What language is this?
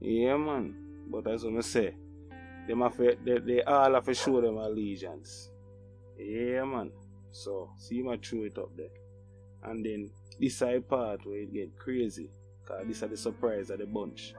Jamaican Creole English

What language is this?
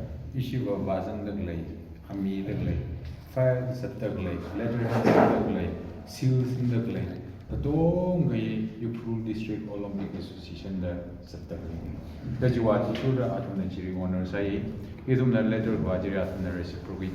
Tangkhul Naga (India)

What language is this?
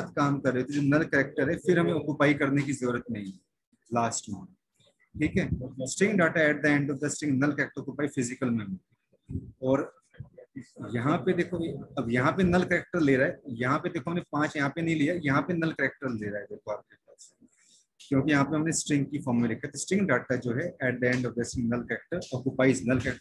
Hindi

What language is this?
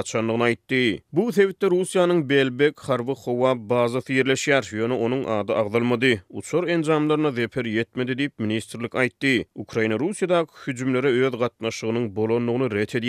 Turkmen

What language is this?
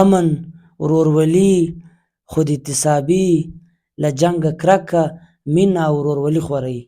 Pashto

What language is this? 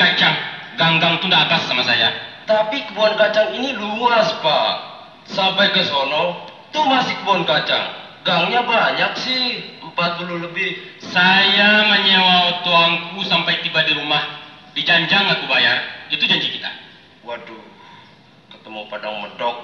Minangkabau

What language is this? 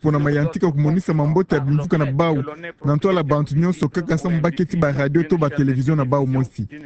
Kituba (Democratic Republic of Congo)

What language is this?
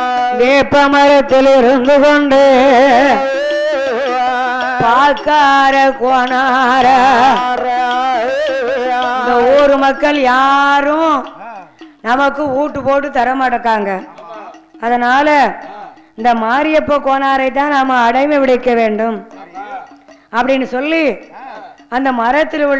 Tamil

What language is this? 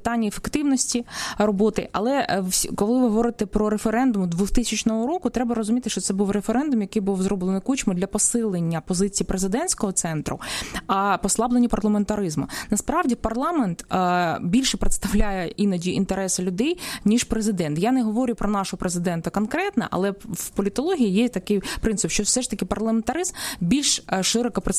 Ukrainian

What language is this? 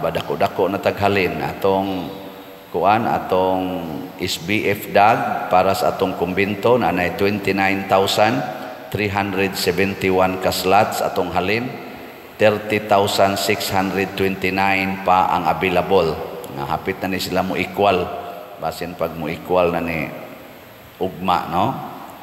Cebuano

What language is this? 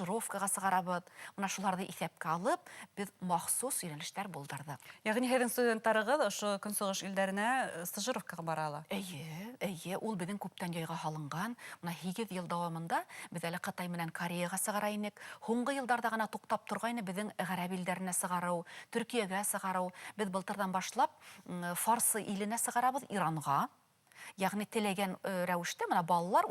Bashkir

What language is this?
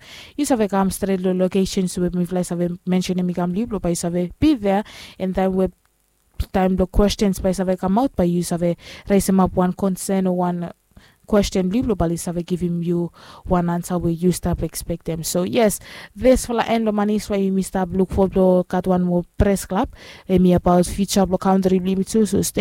Bislama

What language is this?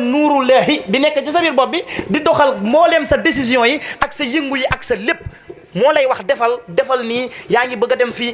Wolof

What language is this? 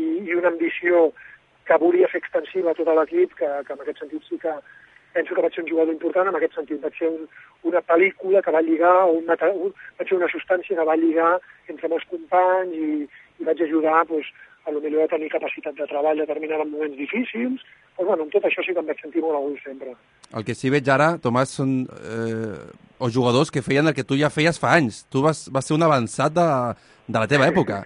Catalan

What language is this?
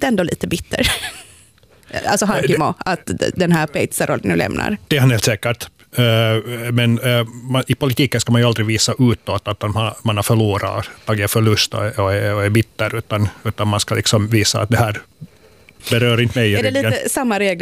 Swedish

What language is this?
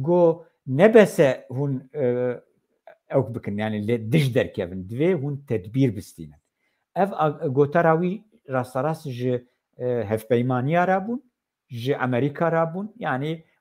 Kurdish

